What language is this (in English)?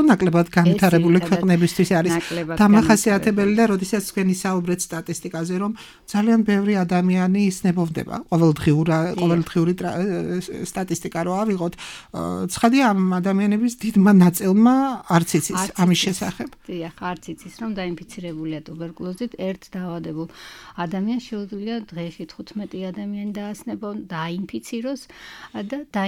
Georgian